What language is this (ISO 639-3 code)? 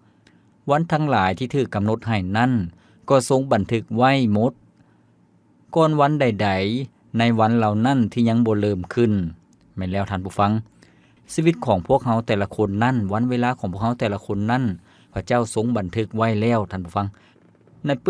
lao